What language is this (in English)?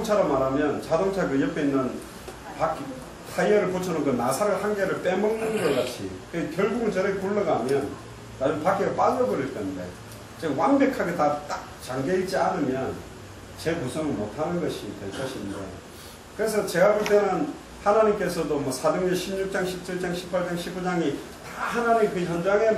Korean